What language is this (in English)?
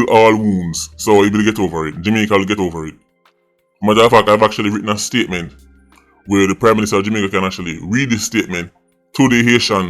Jamaican Creole English